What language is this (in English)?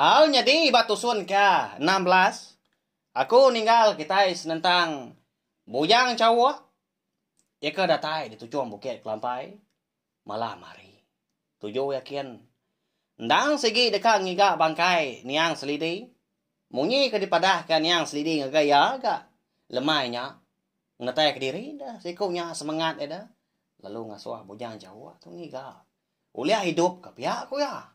Iban